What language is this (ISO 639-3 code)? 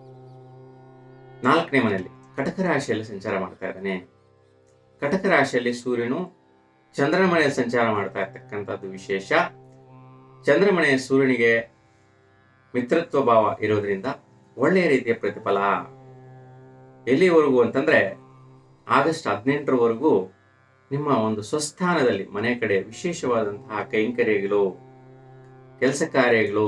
kan